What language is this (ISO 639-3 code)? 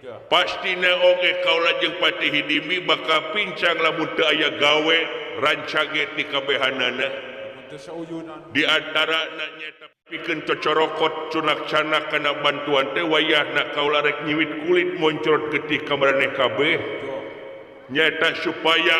sun